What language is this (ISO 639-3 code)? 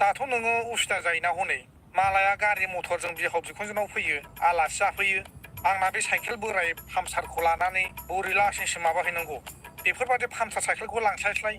brx